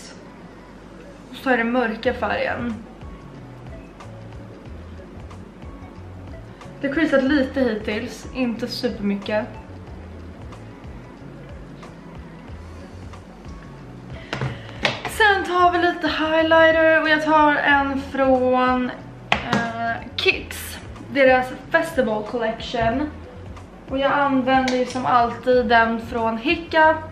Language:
Swedish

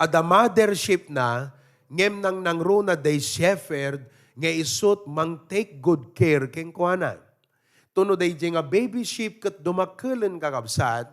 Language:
Iloko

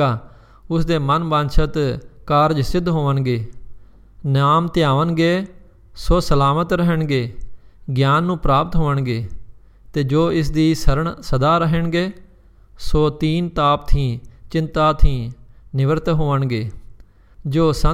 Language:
Punjabi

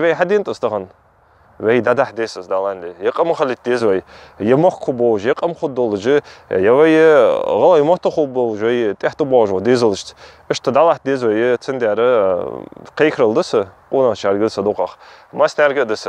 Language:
Ingush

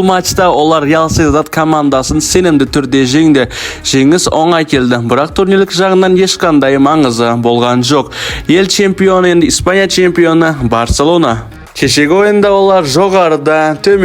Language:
Kazakh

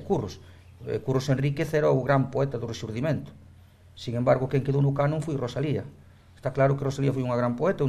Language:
Galician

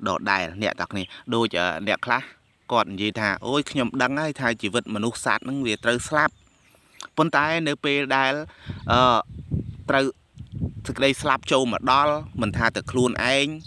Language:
Khmer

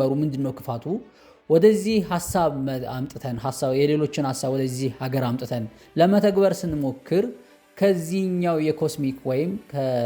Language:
Amharic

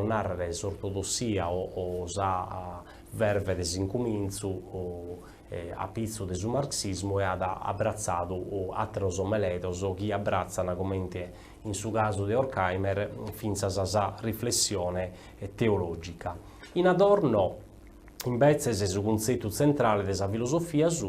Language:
Sardinian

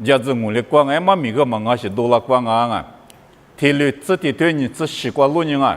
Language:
Lisu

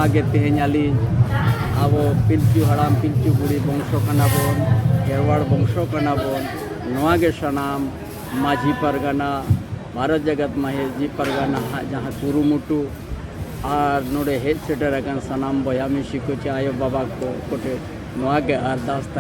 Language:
Santali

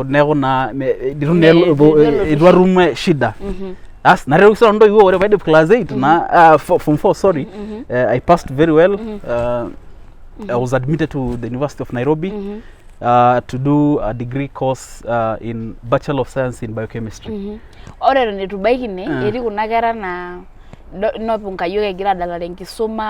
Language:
Masai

